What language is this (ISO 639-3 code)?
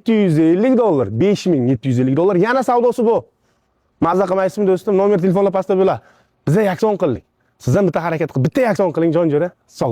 uzb